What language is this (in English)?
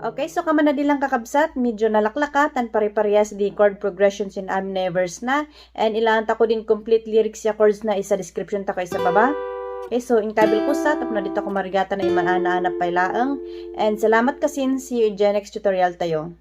Kankanaey